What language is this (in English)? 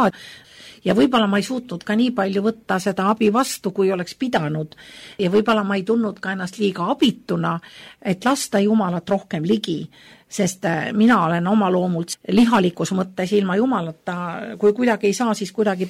Estonian